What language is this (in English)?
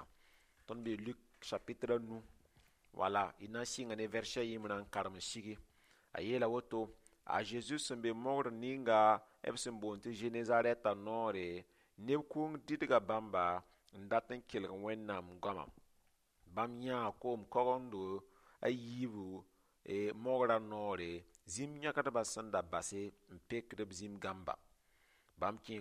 Mossi